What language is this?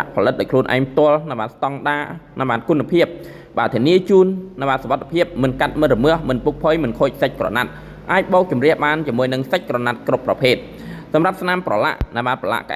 Khmer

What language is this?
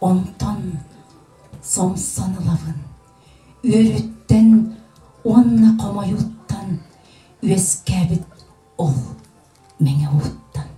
Yakut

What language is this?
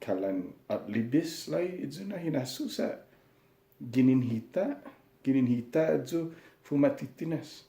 Chamorro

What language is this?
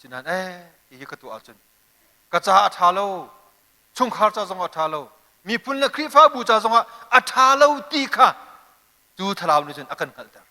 Hakha Chin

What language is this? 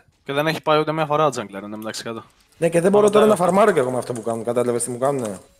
Greek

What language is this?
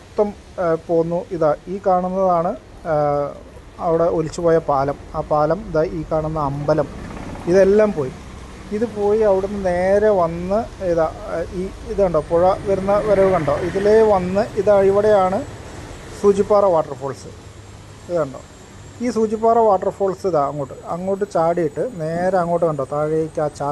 Malayalam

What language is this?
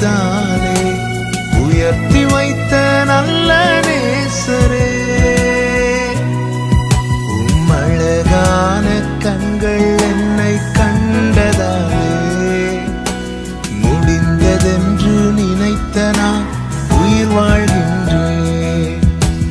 Tamil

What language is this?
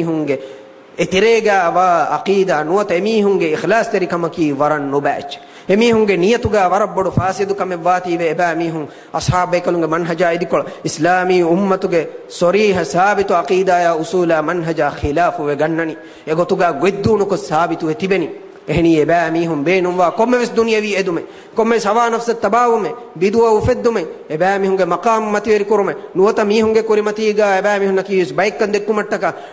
Divehi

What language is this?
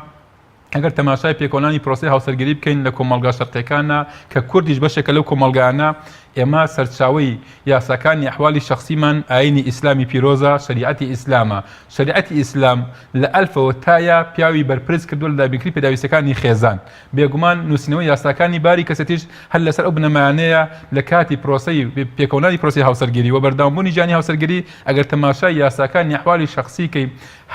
Central Kurdish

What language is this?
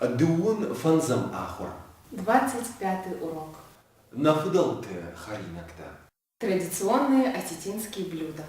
Ossetic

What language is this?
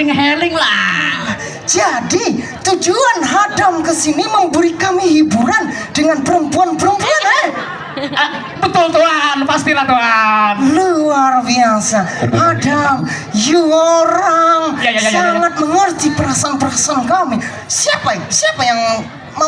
Banjar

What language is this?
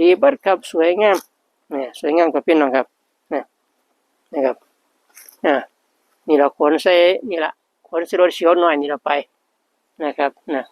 Northeastern Thai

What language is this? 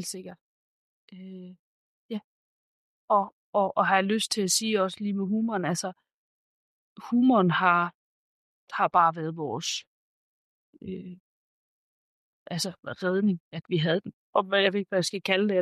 Danish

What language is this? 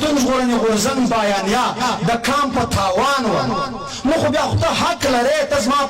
Pashto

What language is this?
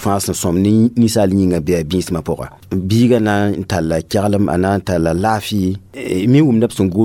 Mossi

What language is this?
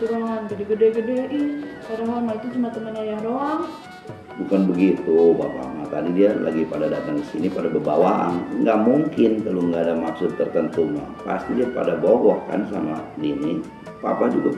Betawi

